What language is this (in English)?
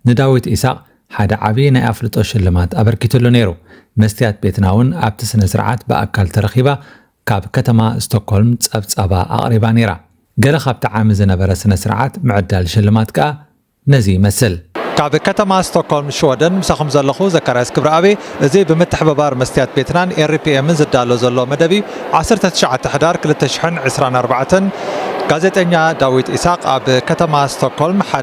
Tigrinya